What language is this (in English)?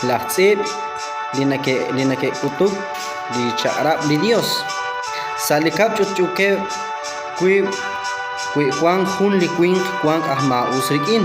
Kekchí